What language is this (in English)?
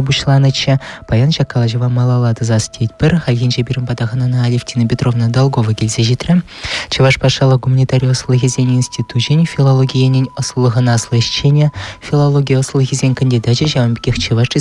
Chuvash